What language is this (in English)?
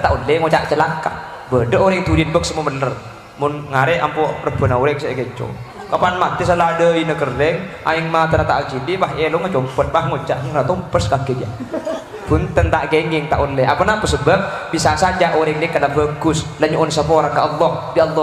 Madurese